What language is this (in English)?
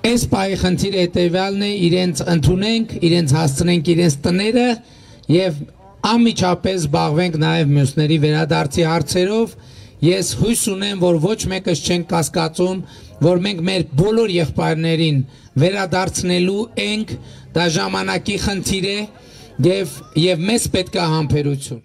Armenian